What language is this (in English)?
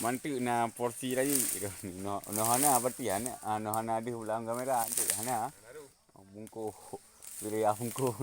Achinese